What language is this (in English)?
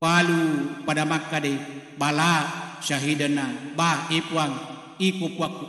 Buginese